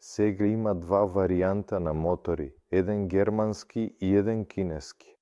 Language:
Macedonian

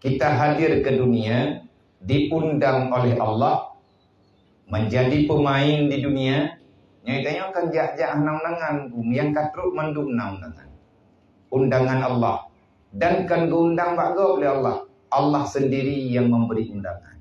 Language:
Achinese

